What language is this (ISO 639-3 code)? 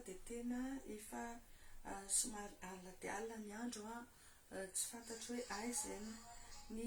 mlg